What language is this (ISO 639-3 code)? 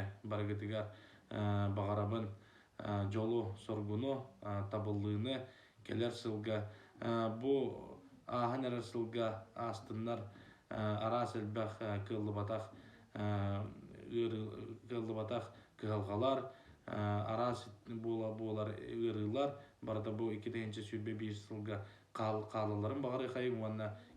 sah